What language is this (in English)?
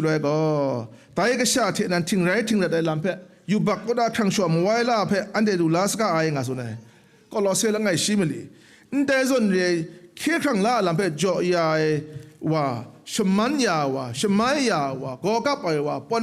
Kachin